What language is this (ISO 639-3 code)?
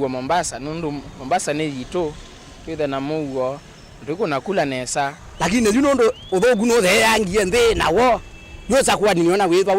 kam